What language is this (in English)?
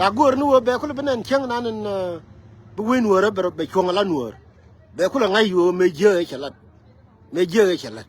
Nuer